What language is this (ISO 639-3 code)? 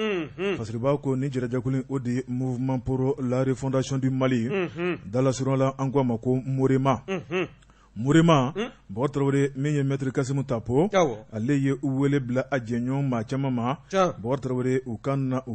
bam